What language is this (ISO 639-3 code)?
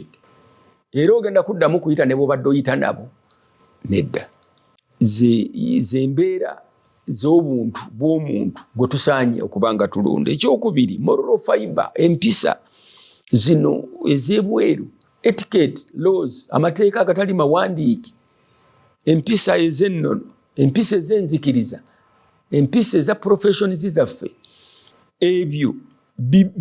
lug